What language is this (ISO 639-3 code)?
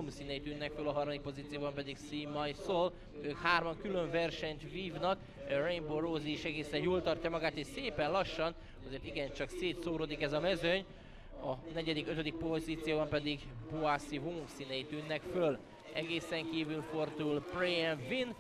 hun